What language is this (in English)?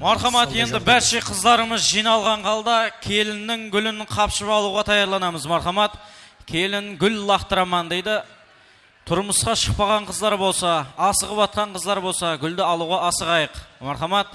Kara-Kalpak